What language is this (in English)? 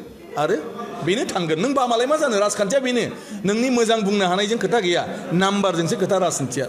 Bodo